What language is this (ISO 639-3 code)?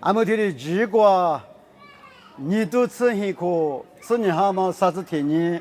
lis